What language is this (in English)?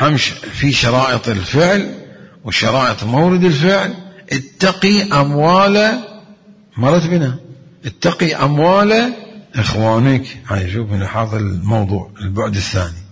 Mesopotamian Arabic